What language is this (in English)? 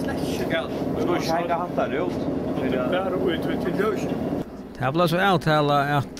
Faroese